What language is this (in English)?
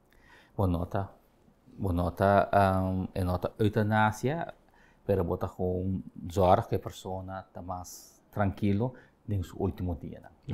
Papiamento